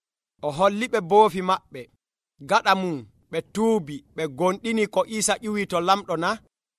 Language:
Nigerian Fulfulde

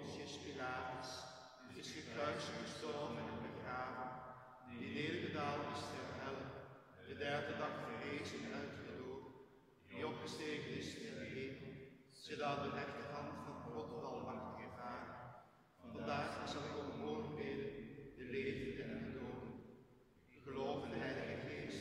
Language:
Dutch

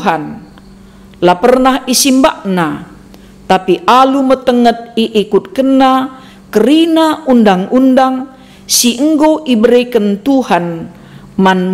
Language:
Batak Karo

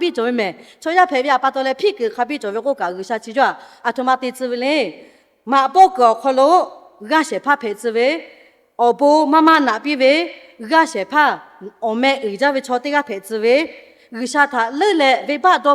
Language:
Lahu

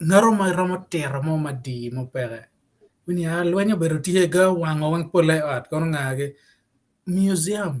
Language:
Acoli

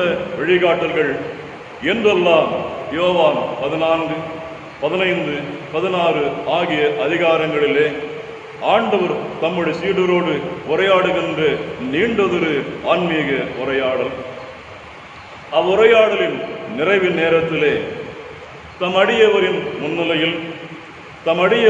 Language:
Tamil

